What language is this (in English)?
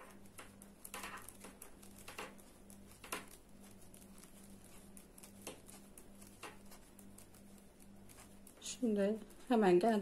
Turkish